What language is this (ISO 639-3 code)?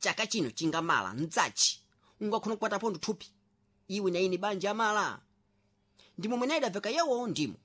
seh